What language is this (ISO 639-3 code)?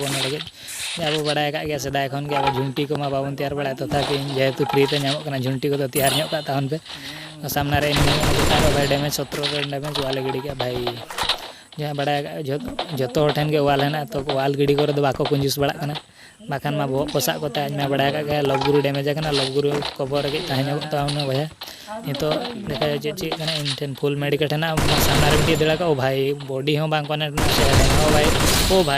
sat